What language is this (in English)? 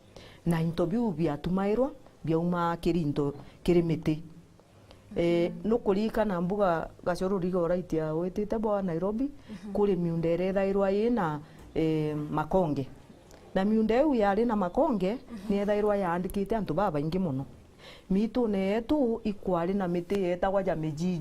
Meru